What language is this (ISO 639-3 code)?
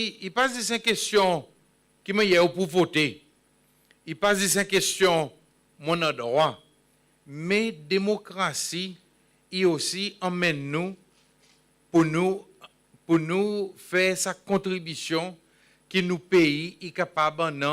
crs